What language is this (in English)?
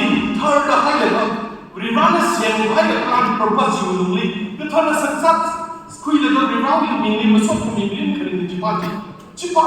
Tangkhul Naga (India)